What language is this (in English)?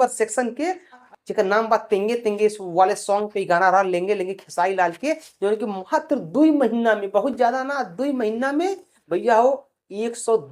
Bhojpuri